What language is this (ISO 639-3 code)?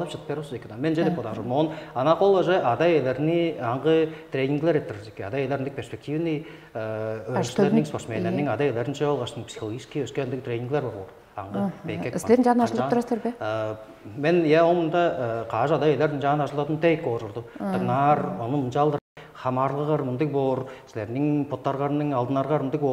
tyv